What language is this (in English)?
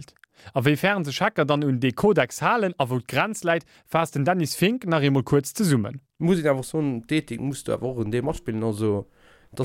Luxembourgish